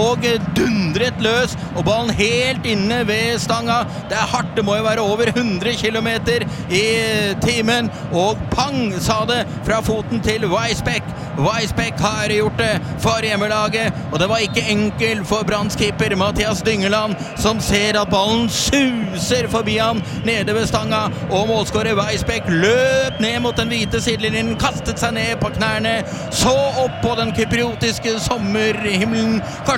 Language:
Norwegian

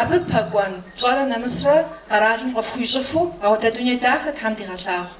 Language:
Kabardian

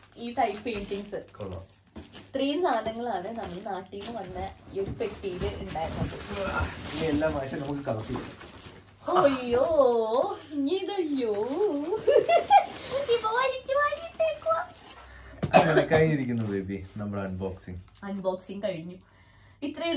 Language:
Malayalam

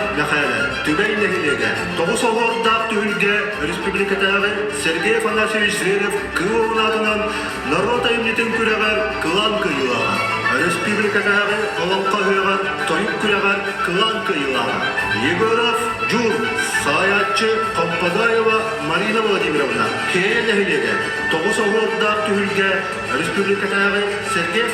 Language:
Yakut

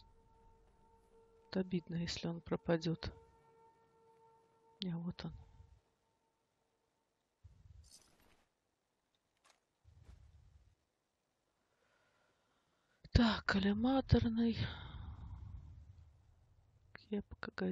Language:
Russian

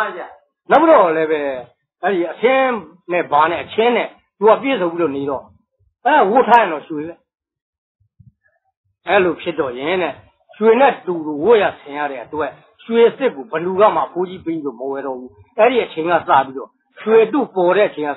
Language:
Burmese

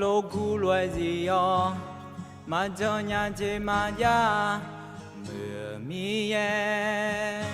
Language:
Akha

